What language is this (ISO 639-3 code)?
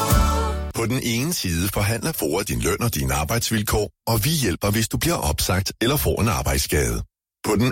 dan